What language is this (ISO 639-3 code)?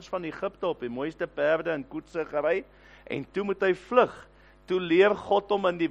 afr